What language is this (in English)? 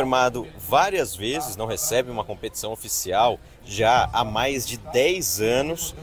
Portuguese